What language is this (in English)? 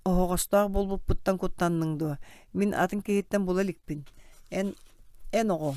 Yakut